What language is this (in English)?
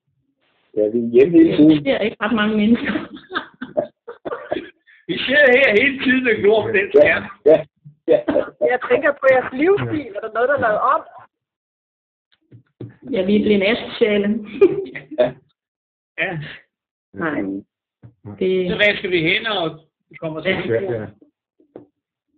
Danish